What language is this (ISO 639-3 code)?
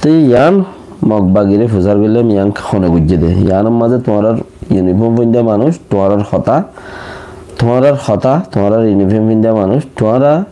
rhg